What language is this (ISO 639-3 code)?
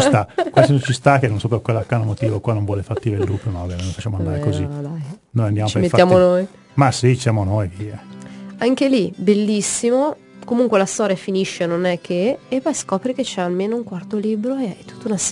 ita